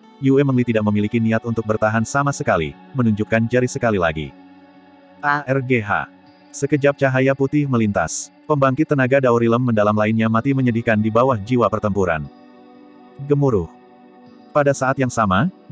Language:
Indonesian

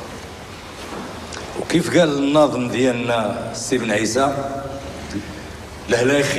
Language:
Moroccan Arabic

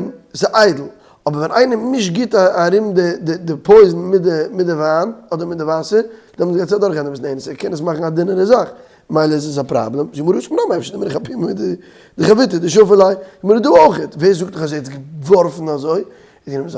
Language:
Yiddish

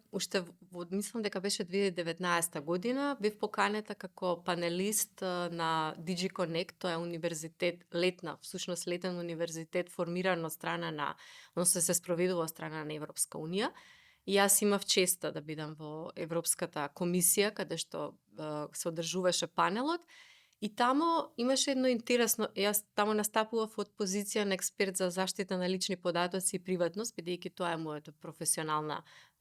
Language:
Macedonian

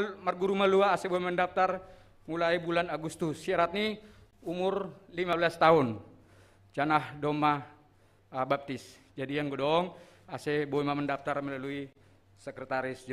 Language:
Batak Simalungun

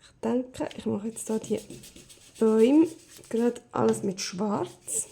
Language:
Swiss German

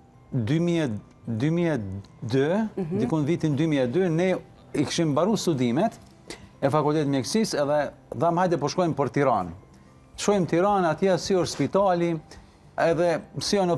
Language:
Albanian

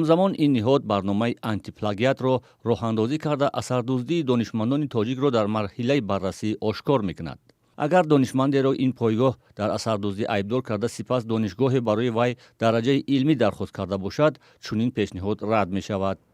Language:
Tajik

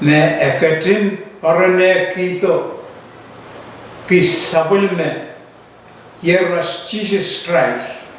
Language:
Pohnpeian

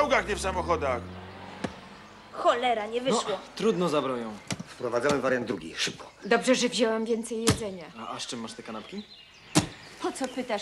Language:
Polish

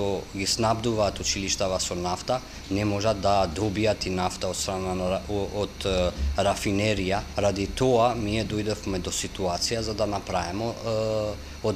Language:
Macedonian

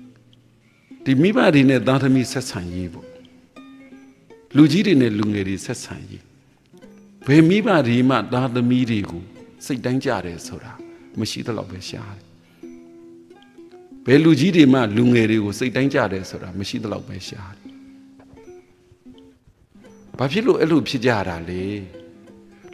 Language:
Burmese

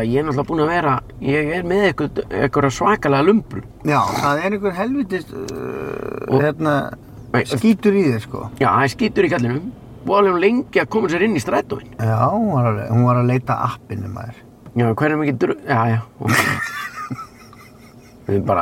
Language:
Icelandic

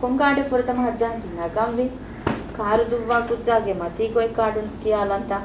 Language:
Divehi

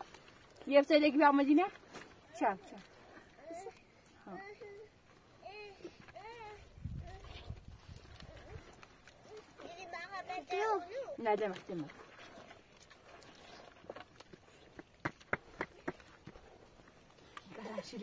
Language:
Persian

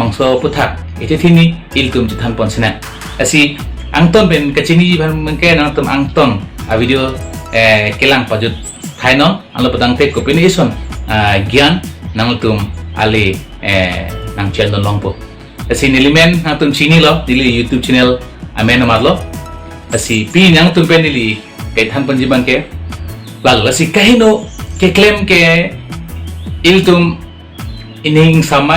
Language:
Karbi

